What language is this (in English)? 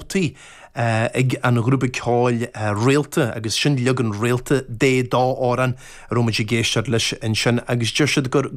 Irish